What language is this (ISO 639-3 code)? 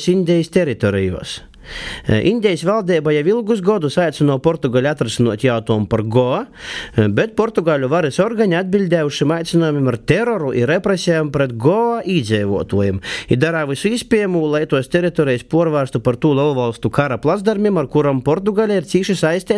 lav